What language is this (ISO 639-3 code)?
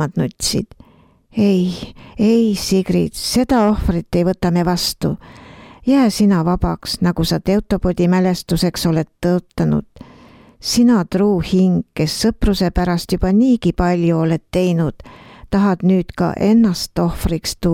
est